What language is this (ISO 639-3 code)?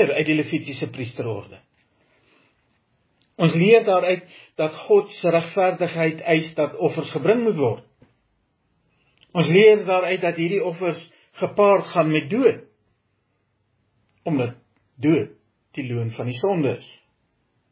afr